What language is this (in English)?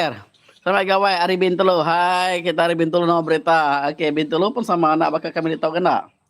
Iban